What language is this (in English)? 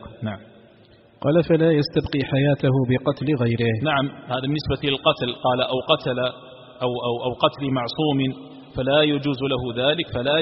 Arabic